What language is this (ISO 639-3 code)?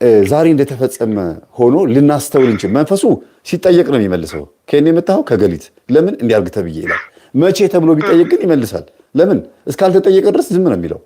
amh